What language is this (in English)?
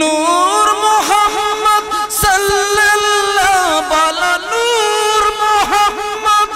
Sylheti